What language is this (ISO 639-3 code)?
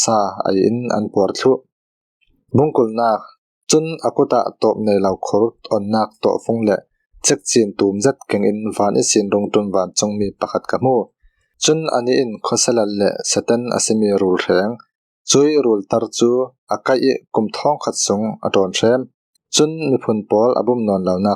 cfm